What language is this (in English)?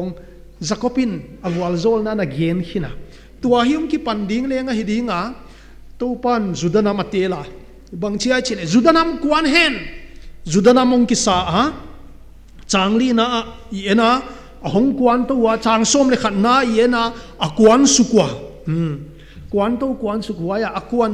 Paite Chin